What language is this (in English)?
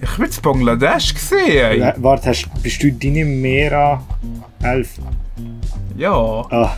Swiss German